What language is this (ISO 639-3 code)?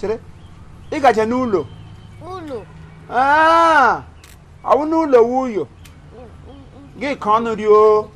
ibo